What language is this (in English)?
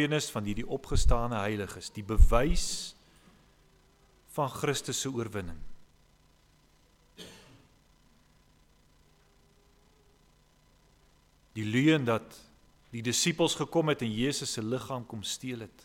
Afrikaans